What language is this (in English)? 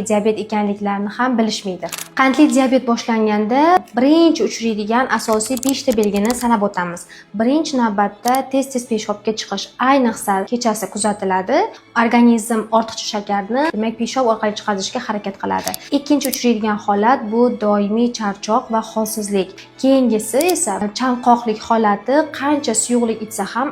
Uzbek